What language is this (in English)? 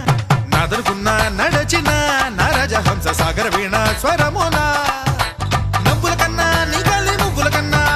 Telugu